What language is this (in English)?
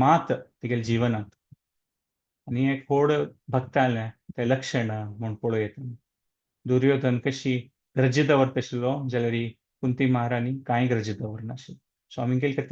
Konkani